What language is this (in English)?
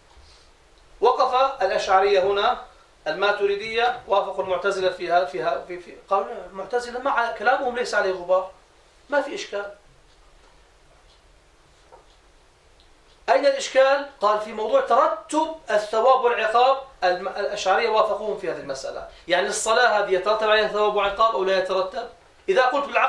Arabic